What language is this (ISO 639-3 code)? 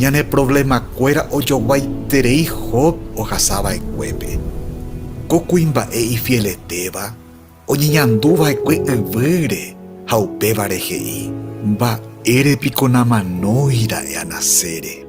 grn